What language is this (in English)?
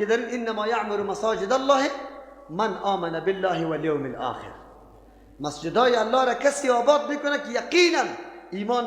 Persian